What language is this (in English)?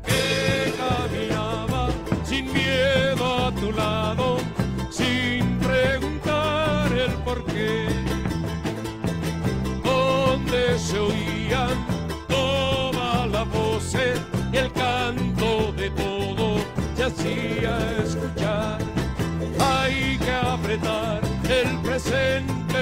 Spanish